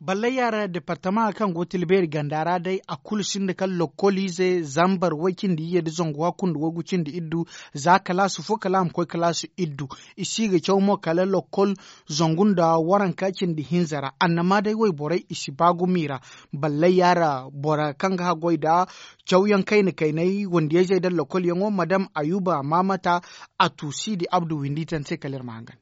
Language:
Zarma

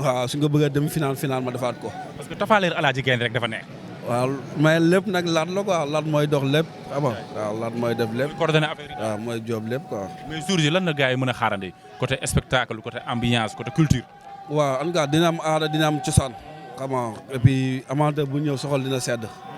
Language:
Wolof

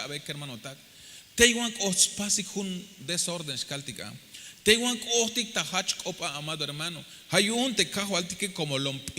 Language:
Tzeltal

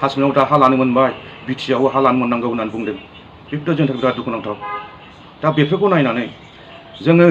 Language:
Bodo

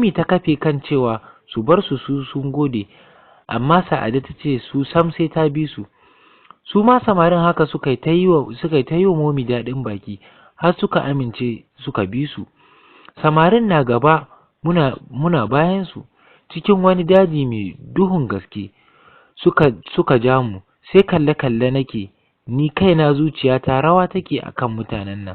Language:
Hausa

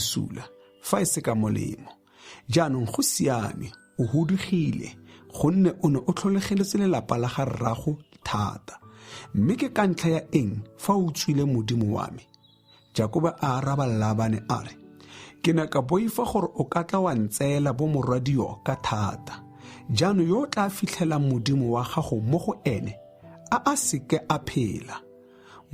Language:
Tswana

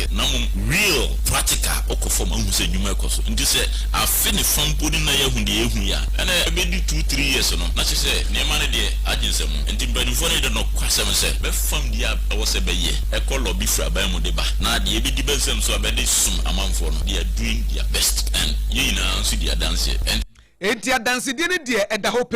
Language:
Akan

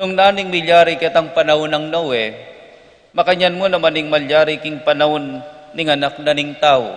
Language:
Pampanga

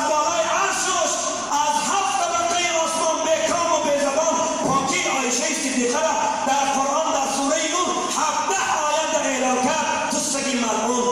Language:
Persian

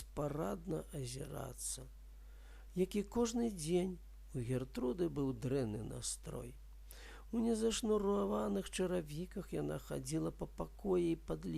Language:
Belarusian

